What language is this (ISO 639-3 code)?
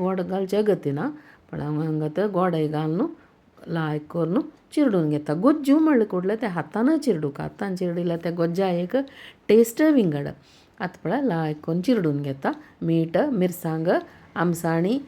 kok